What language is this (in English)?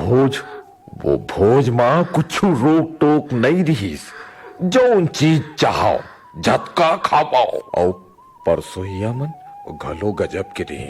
Chhattisgarhi